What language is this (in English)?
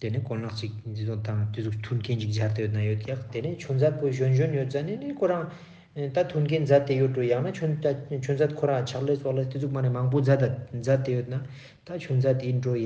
Ladakhi